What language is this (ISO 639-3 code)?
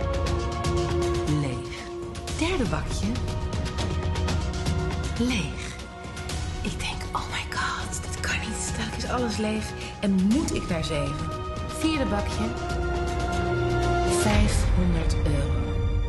nld